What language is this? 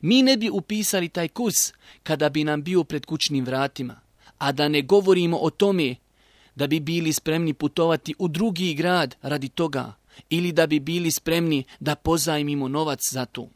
Bosnian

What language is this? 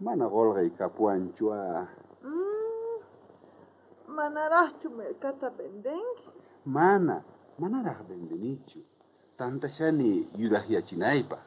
South Bolivian Quechua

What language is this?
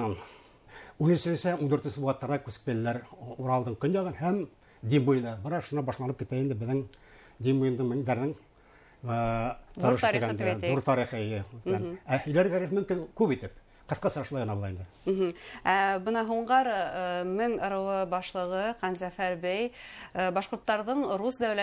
Bashkir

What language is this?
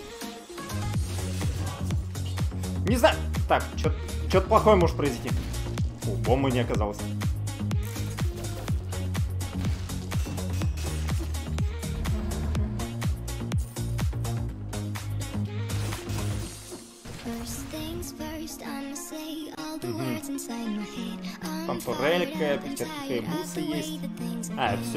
Russian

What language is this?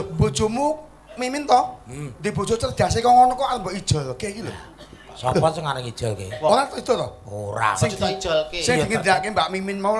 Javanese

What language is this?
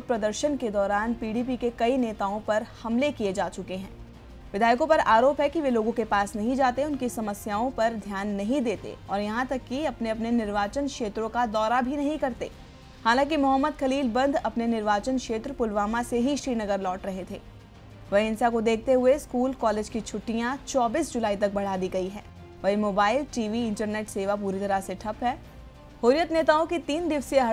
Hindi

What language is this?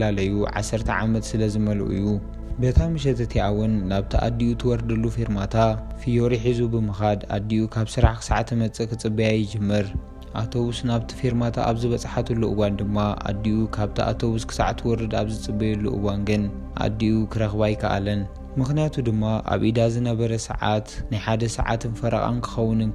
Tigrinya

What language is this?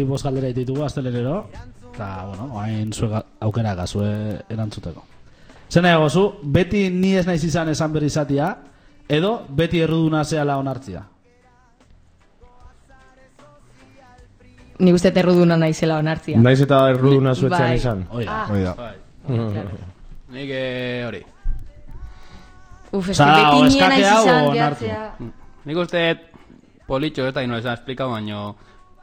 Basque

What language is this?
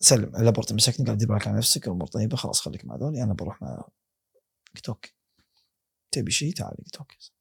Gulf Arabic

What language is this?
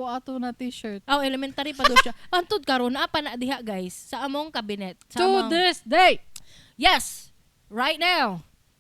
Cebuano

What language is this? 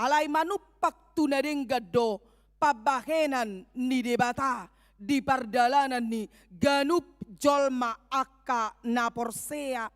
Batak Toba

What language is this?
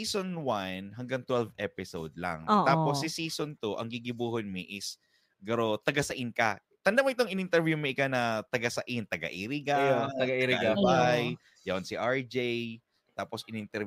Bikol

